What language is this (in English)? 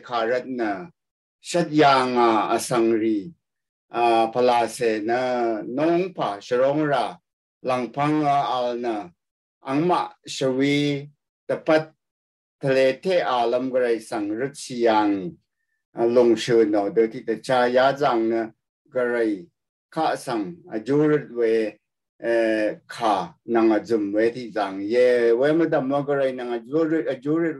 Rawang